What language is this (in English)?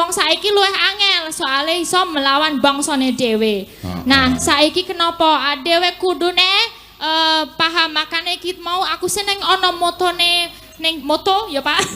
Javanese